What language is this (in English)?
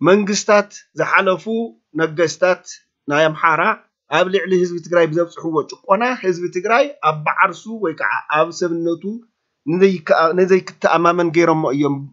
Tigrinya